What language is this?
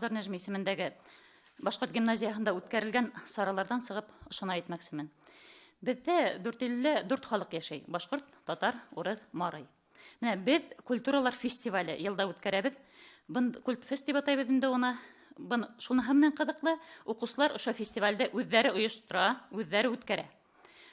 Bashkir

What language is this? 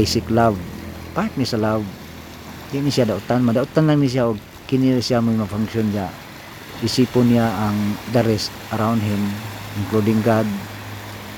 Cebuano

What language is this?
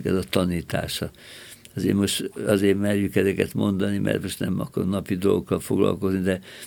Hungarian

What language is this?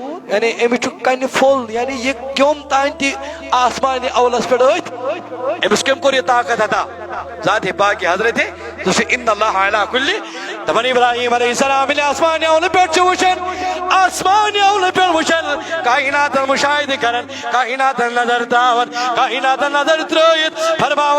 Kashmiri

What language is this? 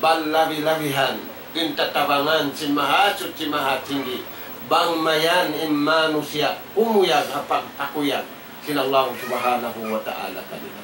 Tausug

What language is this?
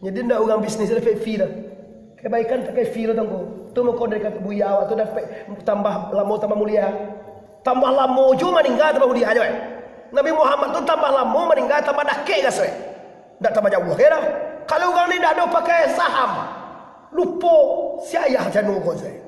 Minangkabau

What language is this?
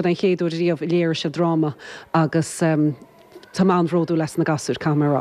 Irish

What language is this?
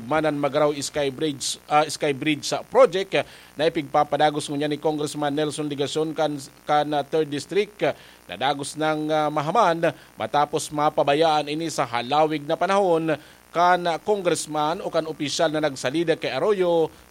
Bikol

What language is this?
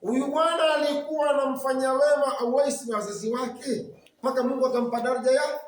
Swahili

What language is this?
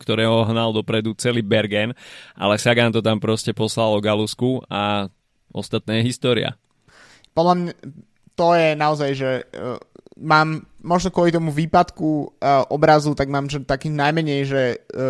Slovak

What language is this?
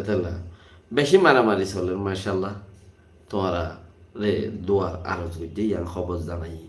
Rohingya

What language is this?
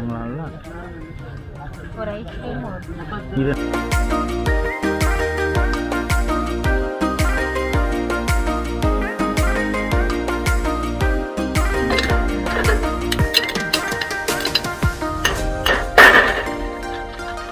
Tamil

